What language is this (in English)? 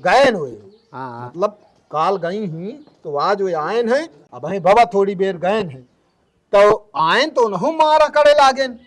Awadhi